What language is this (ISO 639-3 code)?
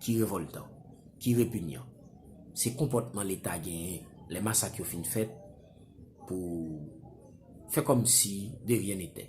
hat